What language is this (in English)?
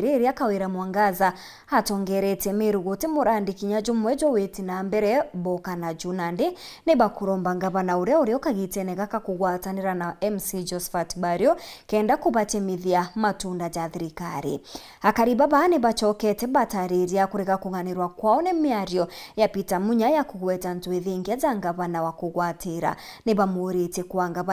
Meru